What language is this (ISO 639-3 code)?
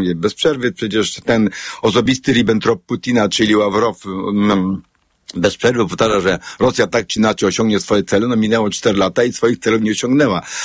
pol